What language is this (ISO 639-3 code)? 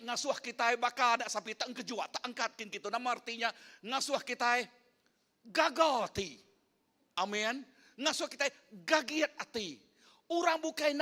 iba